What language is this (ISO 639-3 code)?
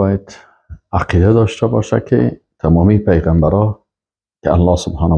fas